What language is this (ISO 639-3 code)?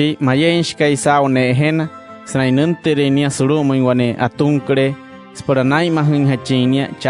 guc